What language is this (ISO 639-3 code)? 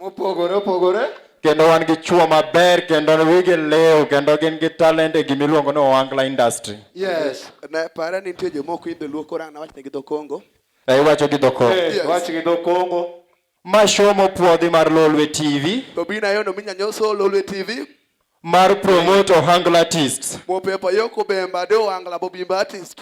luo